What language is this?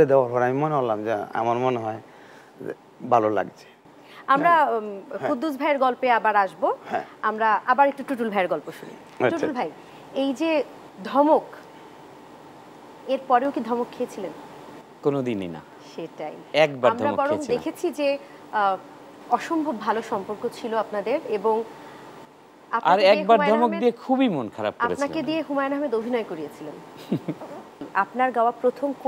Bangla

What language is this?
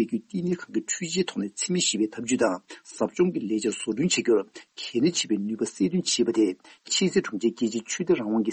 Tibetan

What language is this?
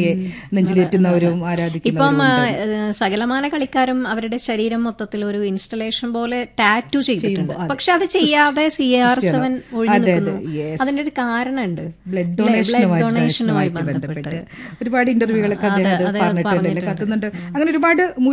Malayalam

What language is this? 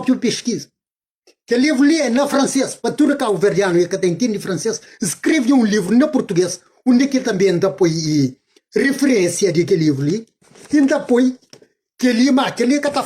Kabuverdianu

